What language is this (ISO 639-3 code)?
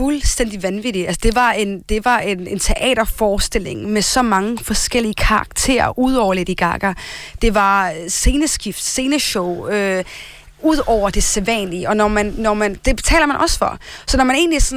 dan